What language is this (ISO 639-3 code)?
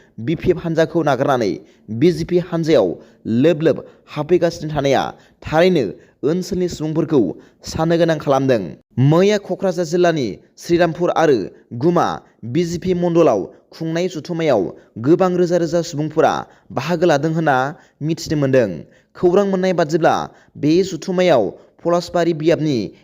brx